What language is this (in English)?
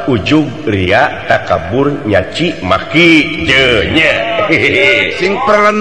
Sundanese